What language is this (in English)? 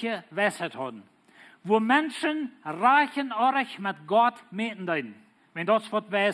Plautdietsch